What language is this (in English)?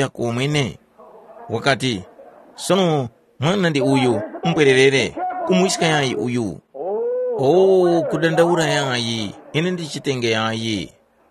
Tumbuka